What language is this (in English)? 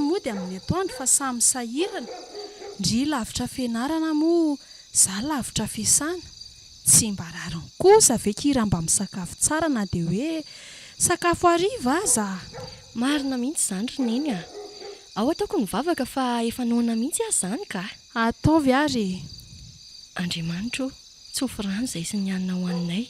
Malagasy